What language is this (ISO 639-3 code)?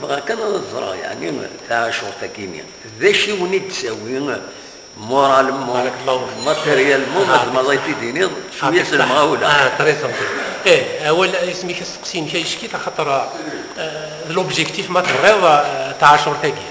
kab